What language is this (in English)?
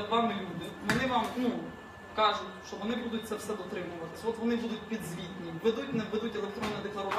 Ukrainian